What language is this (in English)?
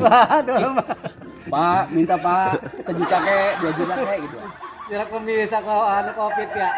Betawi